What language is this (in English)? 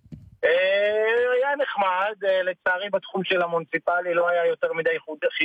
Hebrew